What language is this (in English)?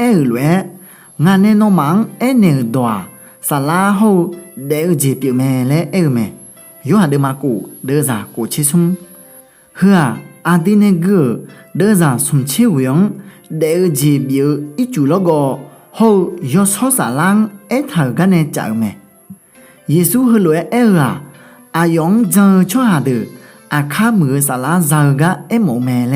Akha